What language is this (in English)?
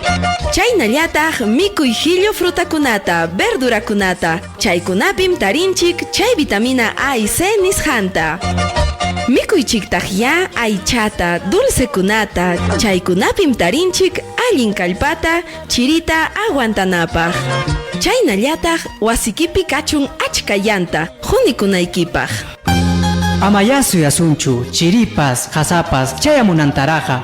Ayacucho Quechua